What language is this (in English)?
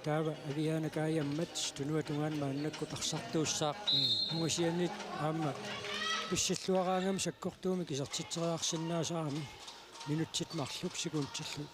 Kalaallisut